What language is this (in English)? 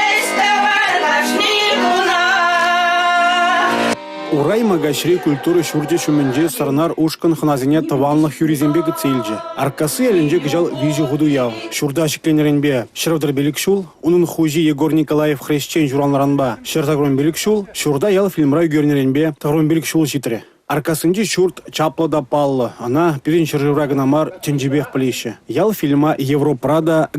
Chuvash